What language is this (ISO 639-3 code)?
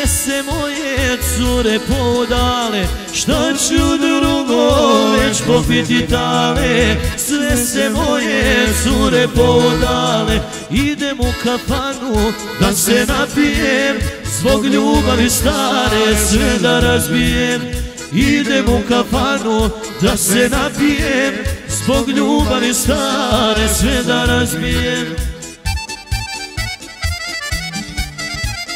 bos